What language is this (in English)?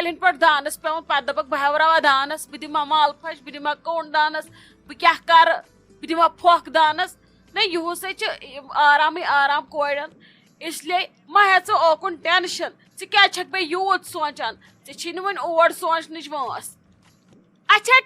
Kashmiri